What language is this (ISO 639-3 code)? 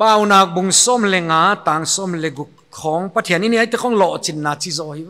pck